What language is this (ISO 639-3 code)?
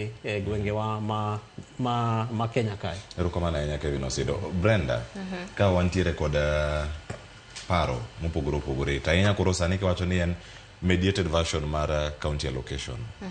luo